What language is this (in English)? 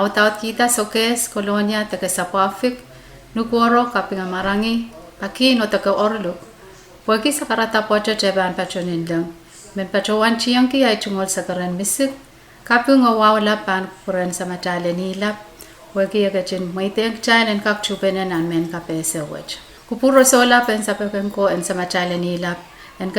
Pohnpeian